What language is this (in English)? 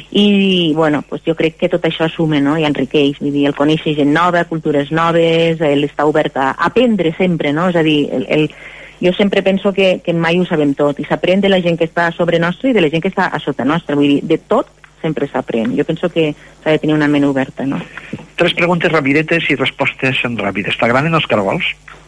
Catalan